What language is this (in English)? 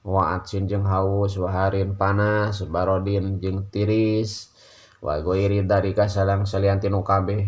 Sundanese